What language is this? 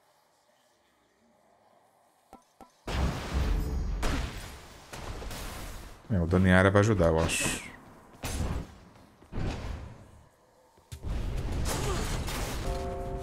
Portuguese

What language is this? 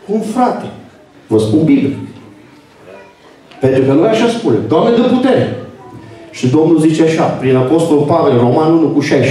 Romanian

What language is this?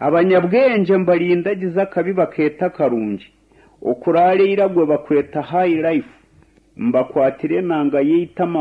Nyankole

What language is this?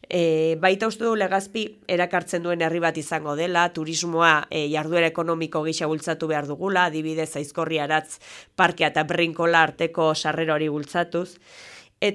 Basque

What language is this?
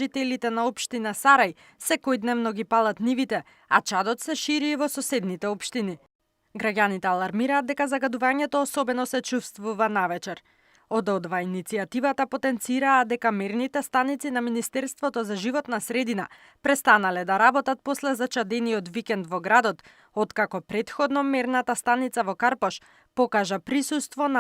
Macedonian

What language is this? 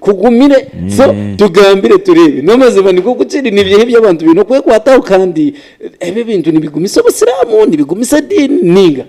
Nyankole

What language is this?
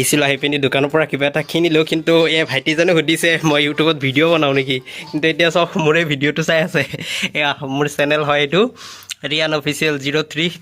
Assamese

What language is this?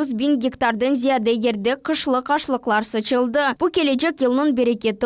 Crimean Tatar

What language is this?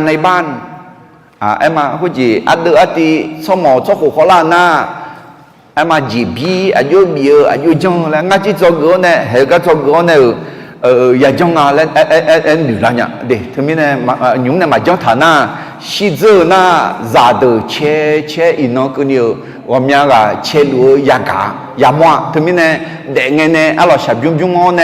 Akha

